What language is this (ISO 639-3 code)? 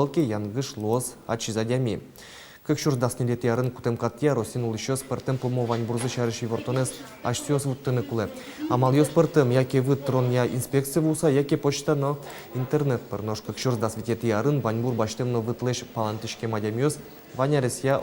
udm